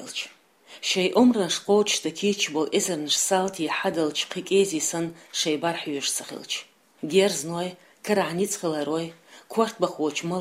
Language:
Chechen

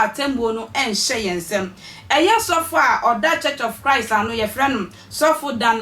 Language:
Akan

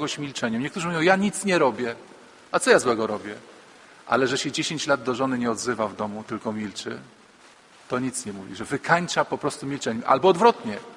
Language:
Polish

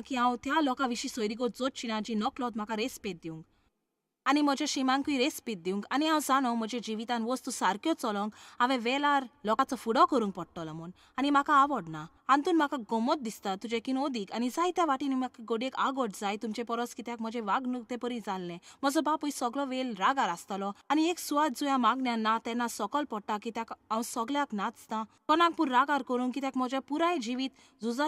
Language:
Konkani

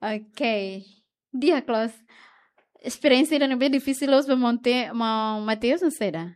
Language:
Tetum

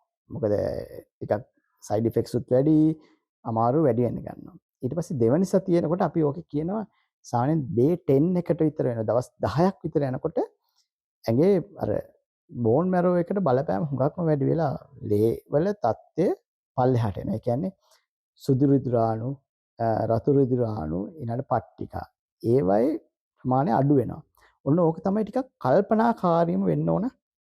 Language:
Sinhala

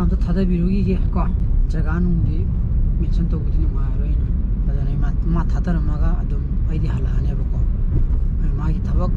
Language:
Manipuri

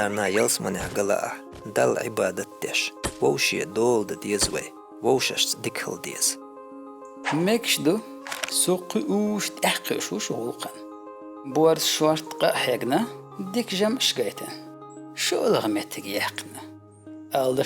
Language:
Chechen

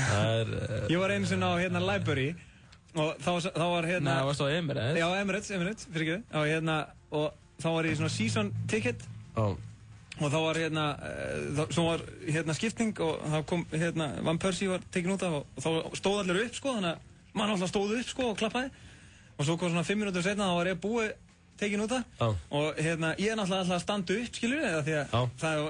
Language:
Icelandic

